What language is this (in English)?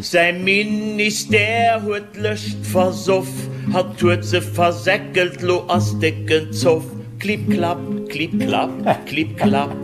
Luxembourgish